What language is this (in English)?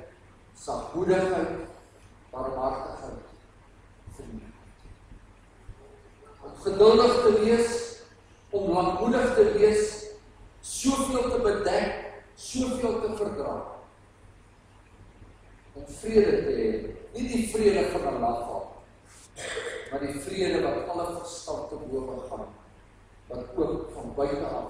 Afrikaans